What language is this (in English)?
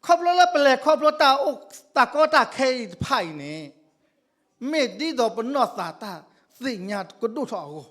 S'gaw Karen